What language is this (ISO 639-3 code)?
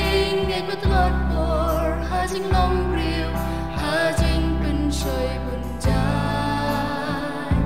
kha